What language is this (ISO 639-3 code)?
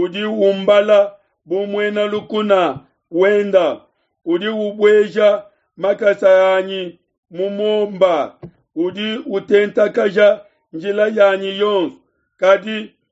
lua